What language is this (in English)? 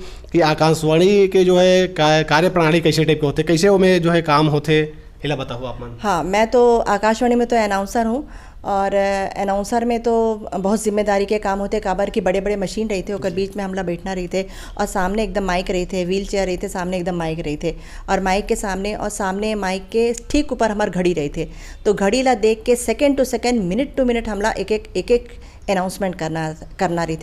Chhattisgarhi